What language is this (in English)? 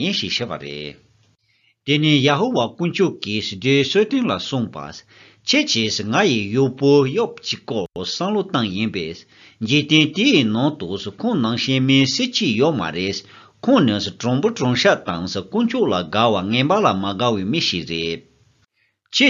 Tibetan